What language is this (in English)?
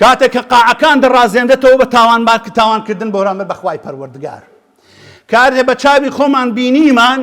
Central Kurdish